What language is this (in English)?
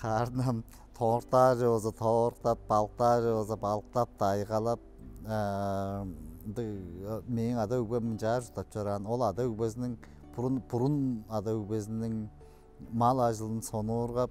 Tuvinian